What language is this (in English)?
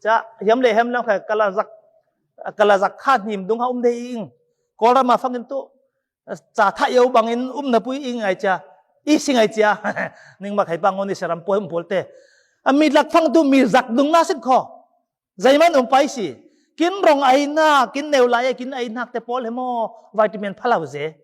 Falam Chin